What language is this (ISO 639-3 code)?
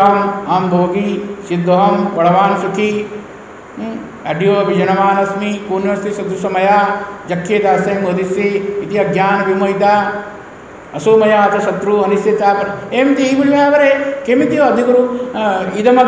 ori